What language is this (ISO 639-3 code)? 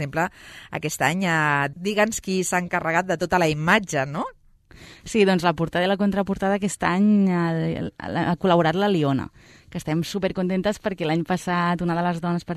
cat